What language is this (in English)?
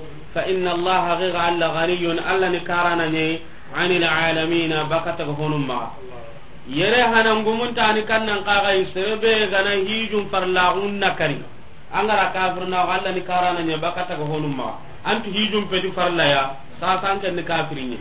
Soninke